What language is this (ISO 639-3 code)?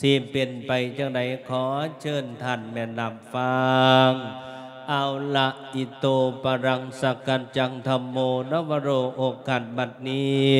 lao